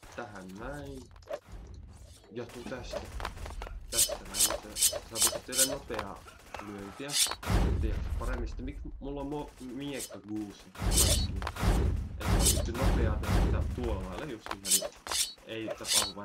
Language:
Finnish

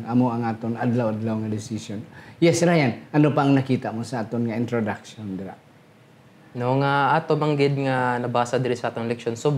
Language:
Hiligaynon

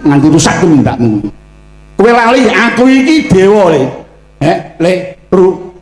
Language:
Javanese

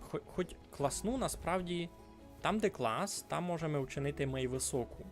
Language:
Rusyn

